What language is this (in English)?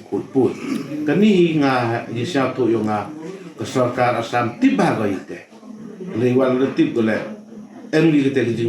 Pnar